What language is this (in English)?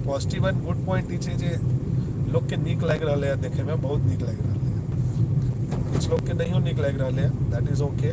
Maithili